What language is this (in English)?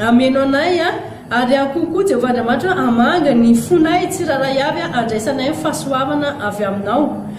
Malagasy